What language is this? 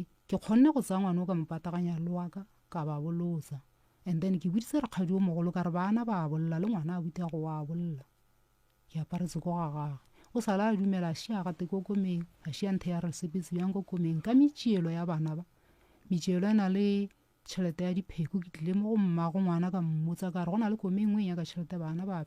Northern Sotho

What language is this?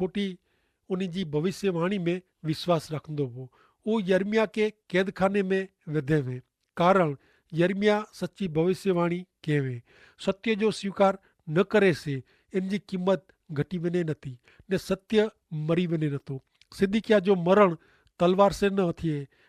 Kachhi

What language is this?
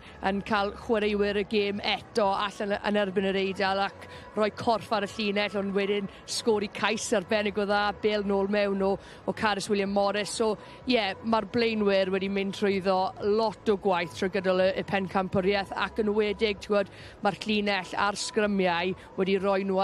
Welsh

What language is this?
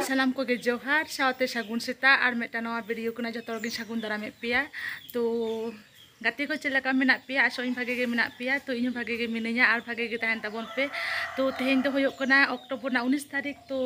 Santali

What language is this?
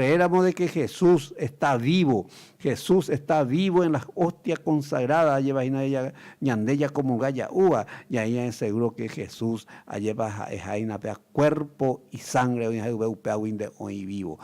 Guarani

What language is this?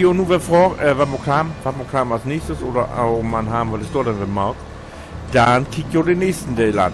Low German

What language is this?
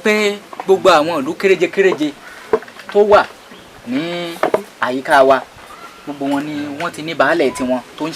Yoruba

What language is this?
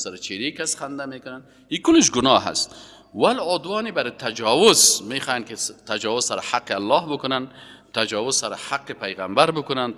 Persian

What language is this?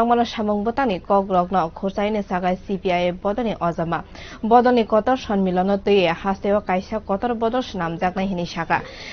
Kok Borok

